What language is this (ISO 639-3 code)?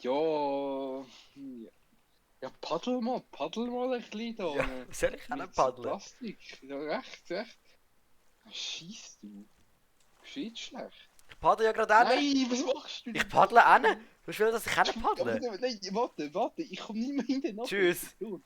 gsw